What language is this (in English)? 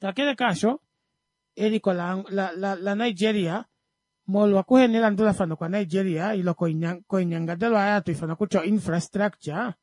Kuanyama